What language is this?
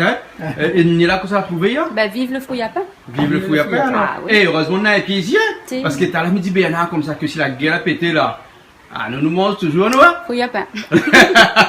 Réunion Creole French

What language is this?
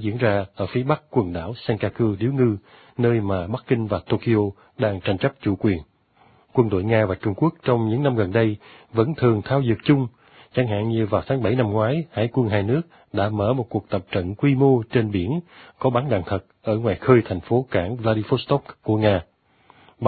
Vietnamese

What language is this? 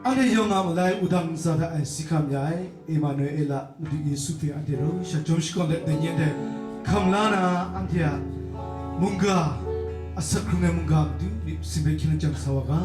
Kachin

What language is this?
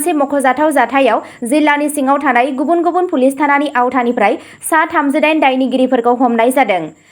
Bodo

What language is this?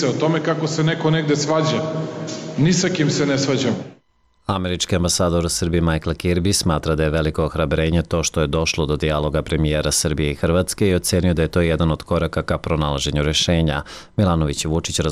Serbian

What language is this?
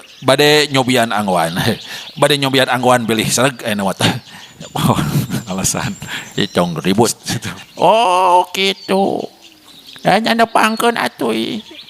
Sundanese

